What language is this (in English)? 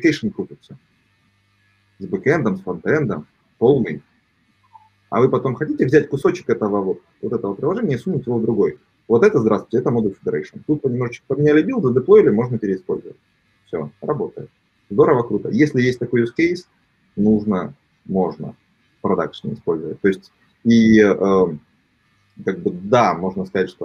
Russian